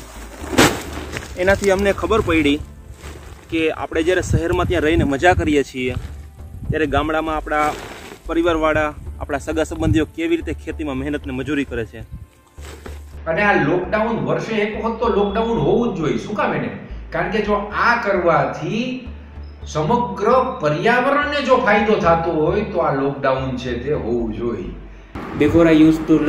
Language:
Gujarati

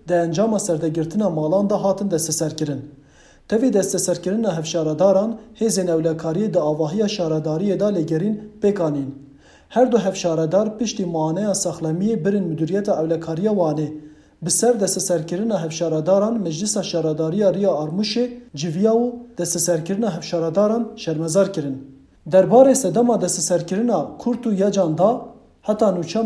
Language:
Kurdish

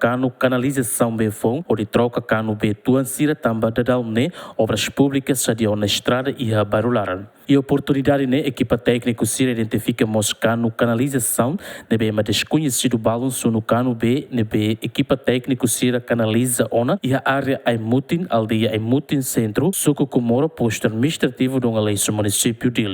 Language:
Tetum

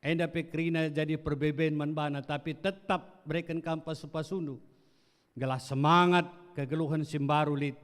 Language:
Batak Karo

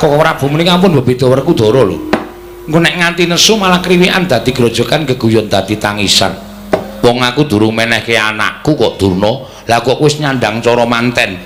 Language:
Javanese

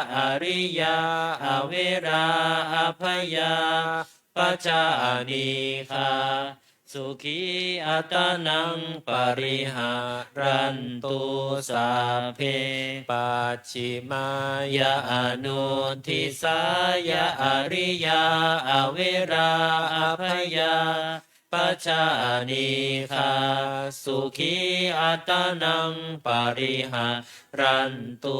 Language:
Pali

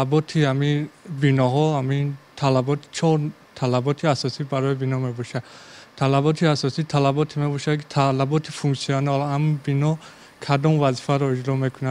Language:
Tajik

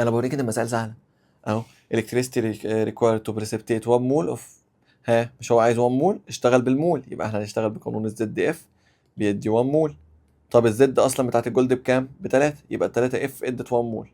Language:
Egyptian Arabic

